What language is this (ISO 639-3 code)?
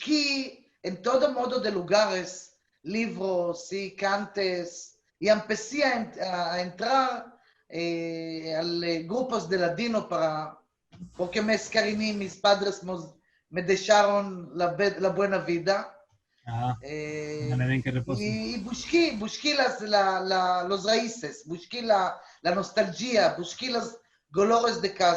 lad